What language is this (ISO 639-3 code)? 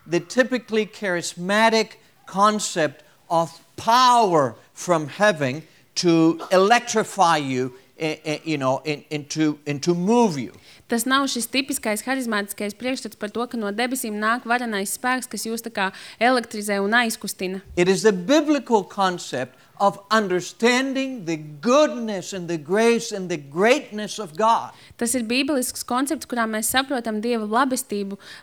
lav